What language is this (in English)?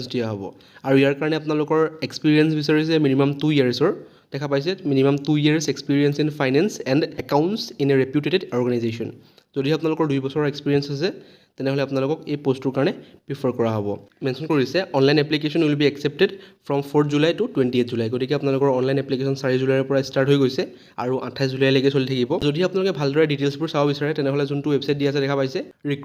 Assamese